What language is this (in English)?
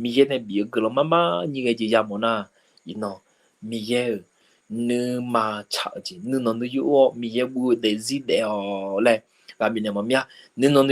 Akha